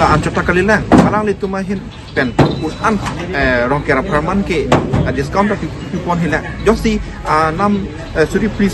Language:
Karbi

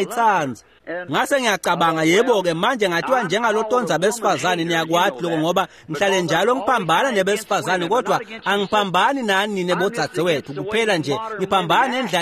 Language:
Swati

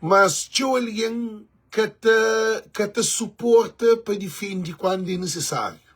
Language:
Kabuverdianu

